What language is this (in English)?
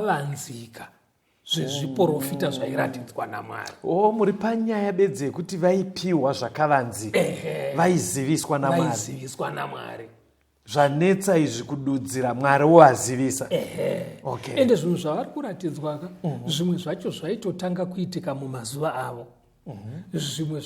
Shona